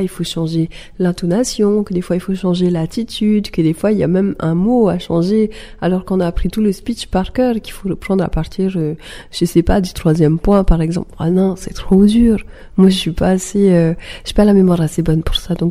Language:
French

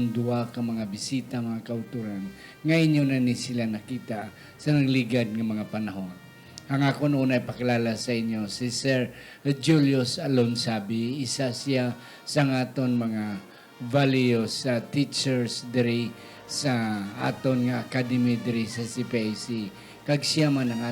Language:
Hiligaynon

